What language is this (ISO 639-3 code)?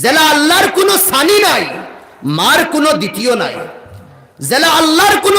syl